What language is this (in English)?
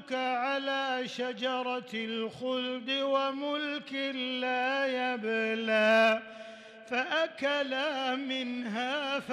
Arabic